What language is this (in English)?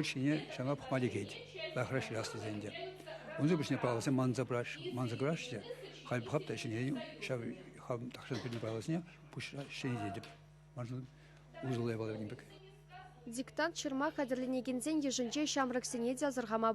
Chuvash